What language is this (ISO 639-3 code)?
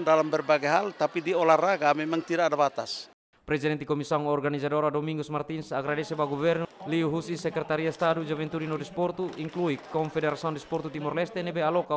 tet